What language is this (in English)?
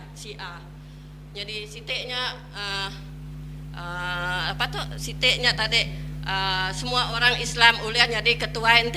Iban